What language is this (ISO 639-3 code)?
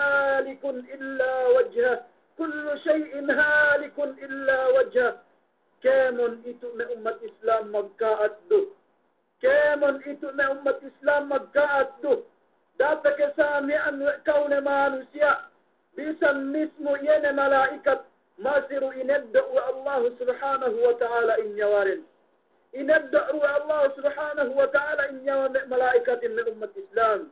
yka